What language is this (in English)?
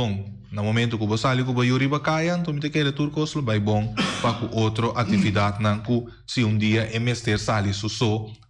Papiamento